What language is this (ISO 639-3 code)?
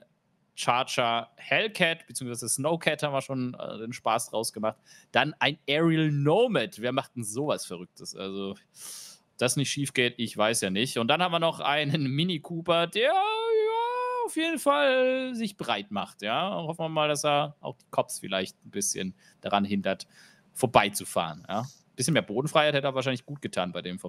deu